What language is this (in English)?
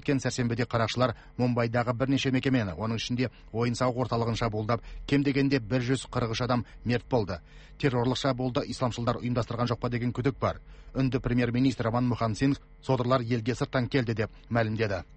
Kazakh